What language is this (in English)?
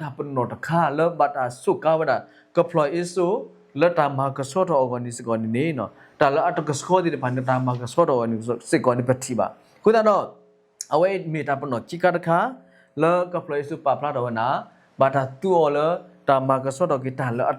S'gaw Karen